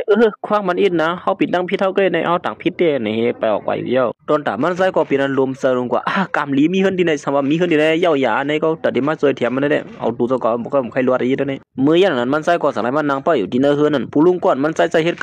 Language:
Shan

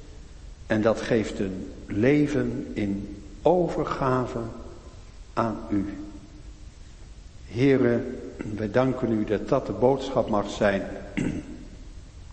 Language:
Dutch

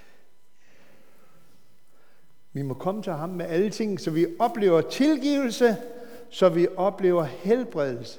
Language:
Danish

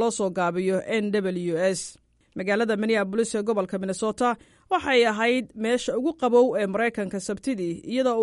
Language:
Somali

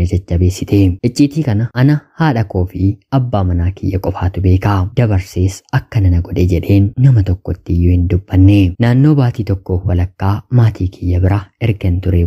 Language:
Oromo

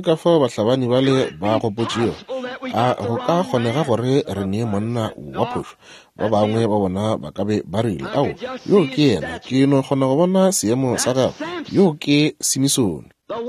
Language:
Northern Sotho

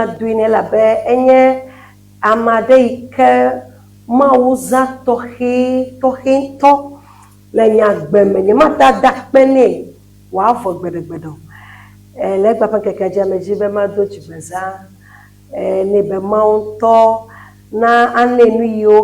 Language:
Ewe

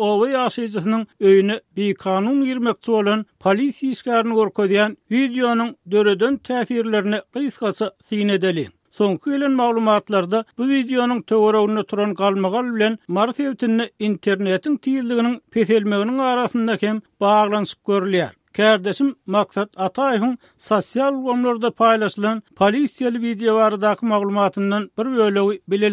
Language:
Turkmen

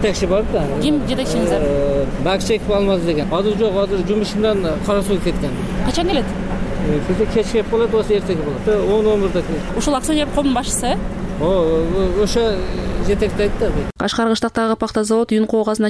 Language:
Kyrgyz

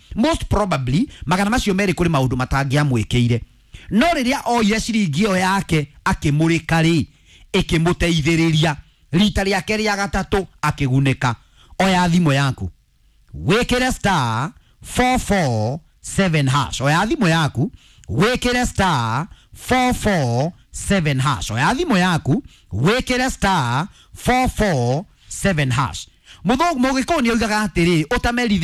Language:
Kikuyu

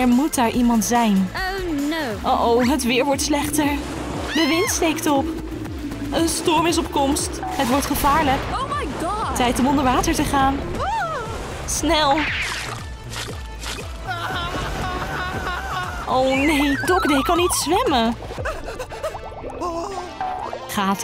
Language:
Dutch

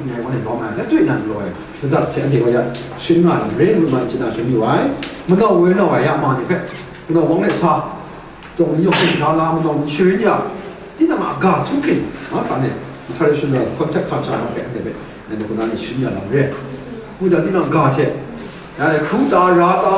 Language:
Kachin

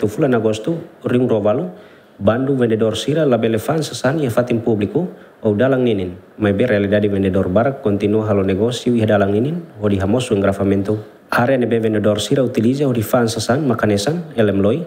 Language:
Tetum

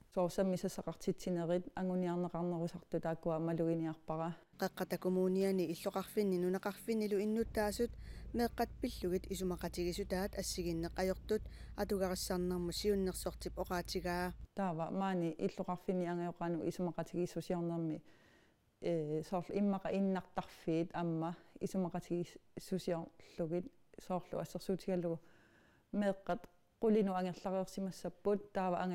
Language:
Kalaallisut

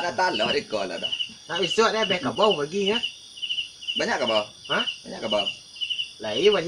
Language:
Minangkabau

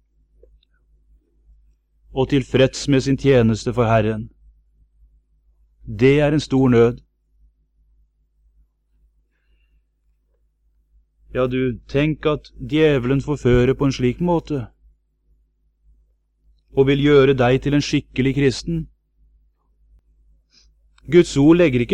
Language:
Norwegian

